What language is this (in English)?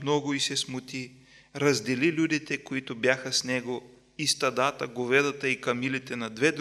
Bulgarian